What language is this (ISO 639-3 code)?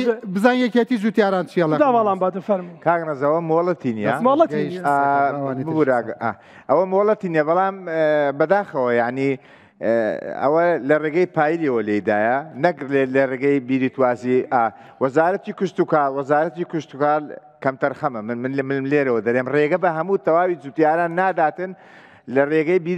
ckb